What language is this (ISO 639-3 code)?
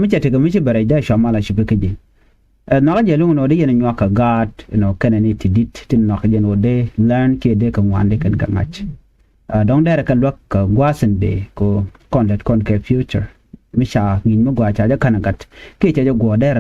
nus